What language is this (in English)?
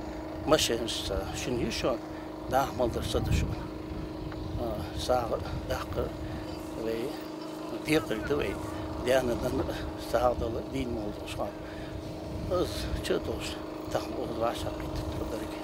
Ingush